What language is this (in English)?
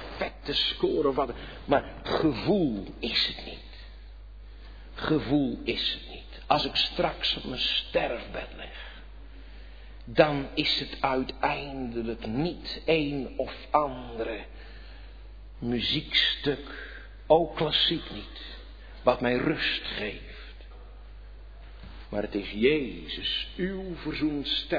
Dutch